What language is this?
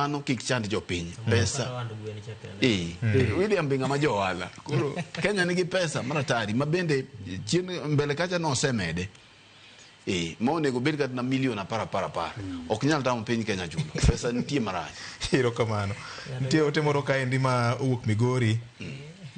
Luo (Kenya and Tanzania)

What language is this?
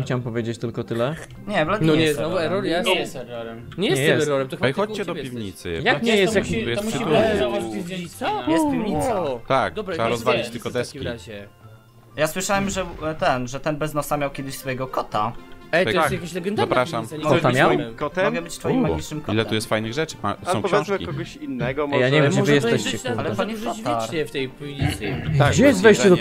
Polish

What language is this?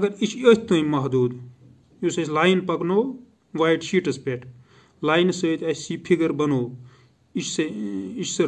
Kashmiri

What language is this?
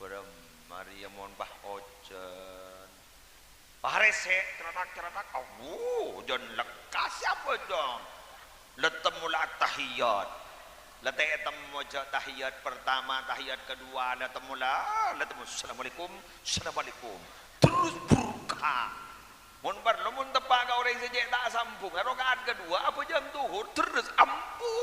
Madurese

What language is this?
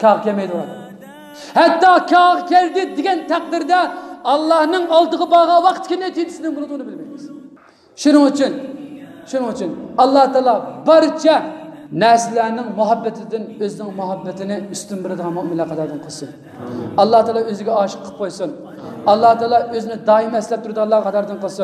Uyghur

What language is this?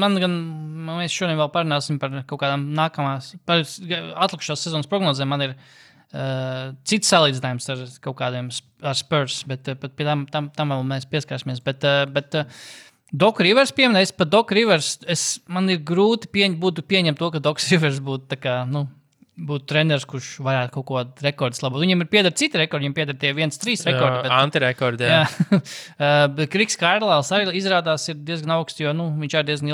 Latvian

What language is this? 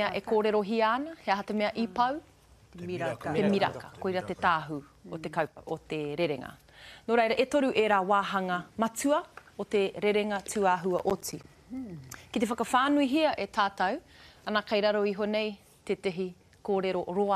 Māori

